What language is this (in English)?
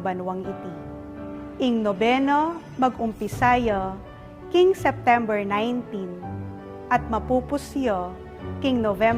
Pampanga